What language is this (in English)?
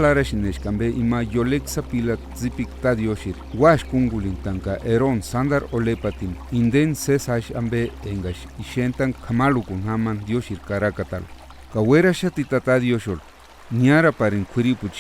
Purepecha